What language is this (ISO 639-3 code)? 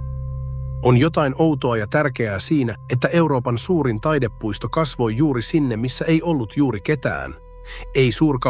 fin